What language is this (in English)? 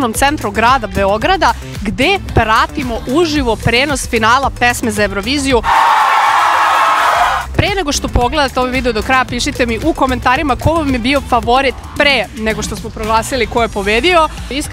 Serbian